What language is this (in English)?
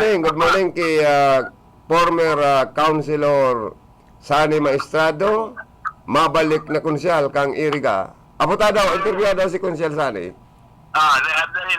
Bikol